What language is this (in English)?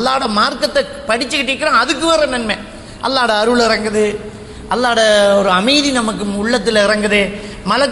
Tamil